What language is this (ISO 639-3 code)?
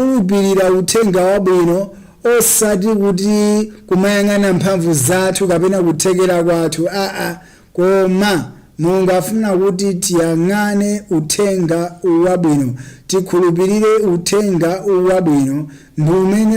nya